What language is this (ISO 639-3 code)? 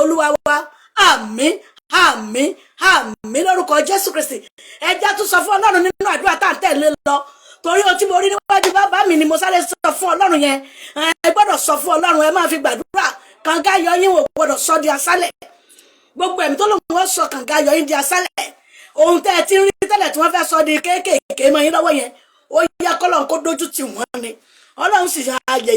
yor